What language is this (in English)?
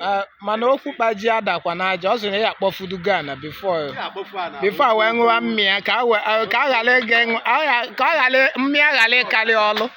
Igbo